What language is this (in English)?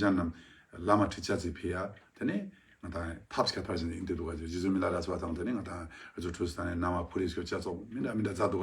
Ladakhi